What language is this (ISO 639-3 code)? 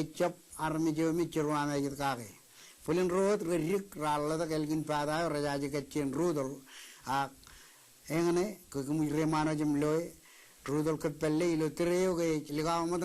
mah